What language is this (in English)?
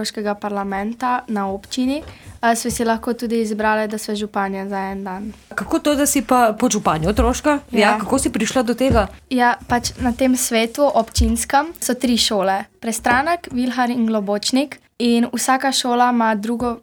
Slovenian